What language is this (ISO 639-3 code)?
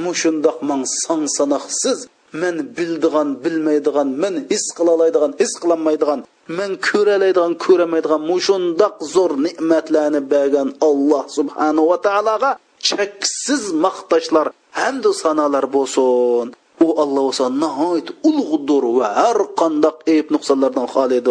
uig